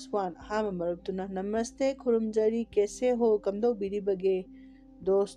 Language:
Manipuri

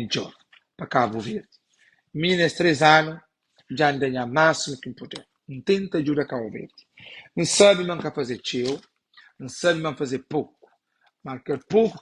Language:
Kabuverdianu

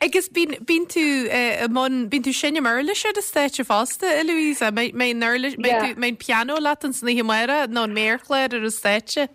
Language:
Irish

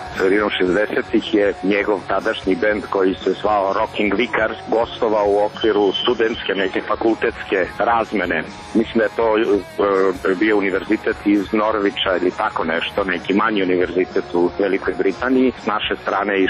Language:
Serbian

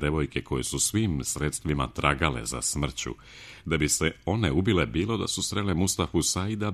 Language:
Serbian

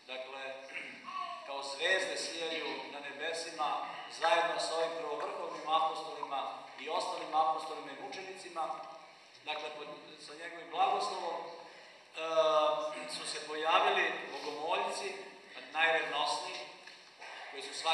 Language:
Serbian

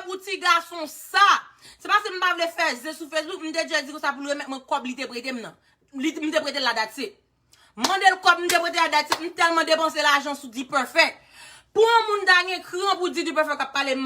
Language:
Haitian Creole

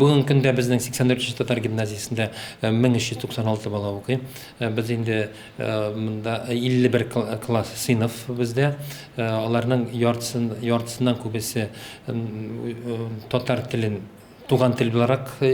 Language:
Tatar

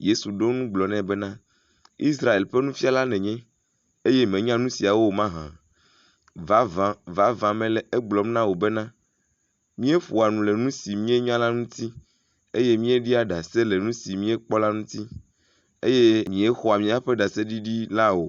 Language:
Ewe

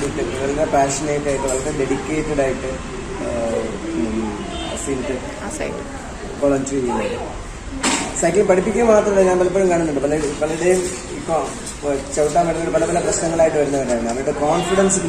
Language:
Malayalam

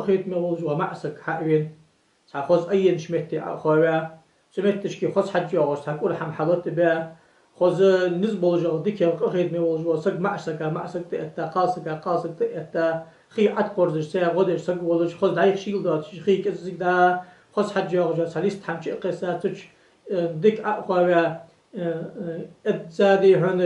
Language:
Ingush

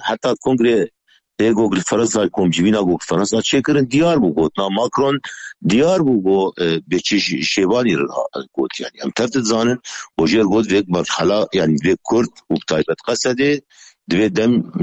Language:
Kurdish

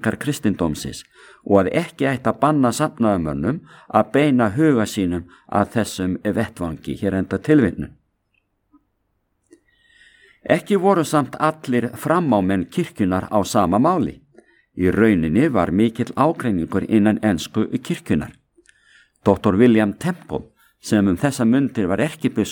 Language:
Icelandic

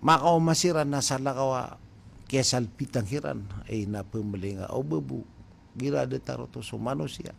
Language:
Maranao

